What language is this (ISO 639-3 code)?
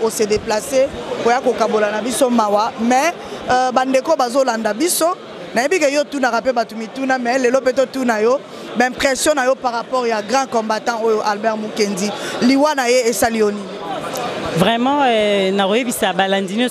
lin